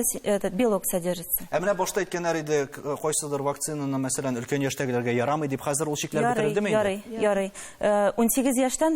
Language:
Tatar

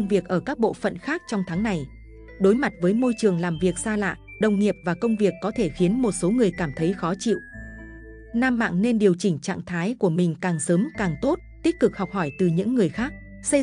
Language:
Vietnamese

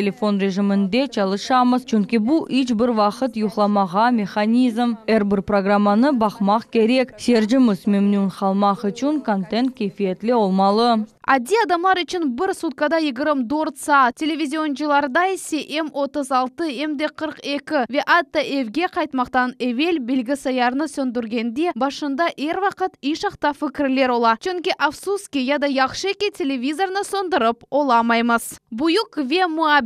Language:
Crimean Tatar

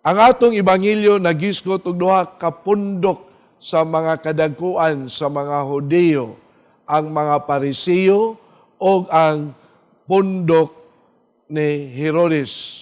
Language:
Cebuano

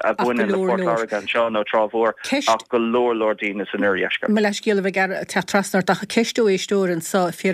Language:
Irish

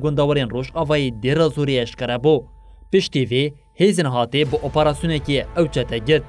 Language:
Kurdish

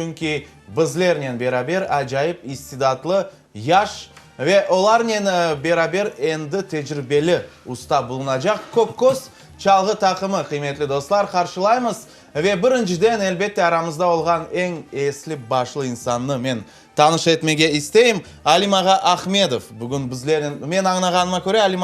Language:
Crimean Tatar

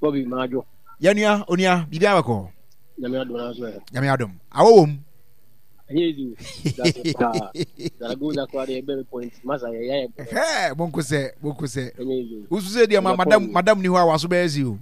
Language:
Akan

